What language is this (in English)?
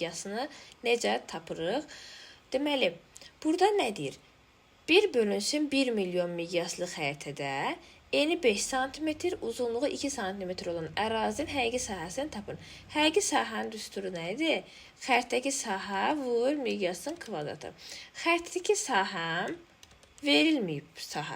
Azerbaijani